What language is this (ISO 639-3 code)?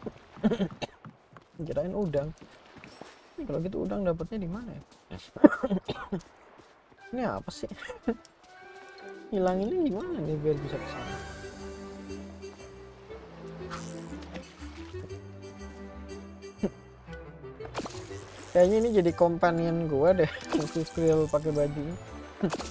ind